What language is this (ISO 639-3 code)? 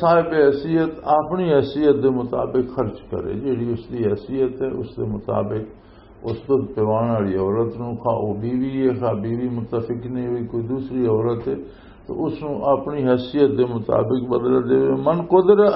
lah